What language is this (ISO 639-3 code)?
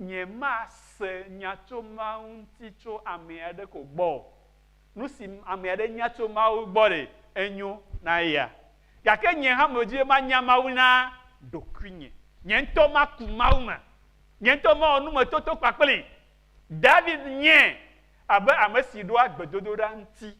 ewe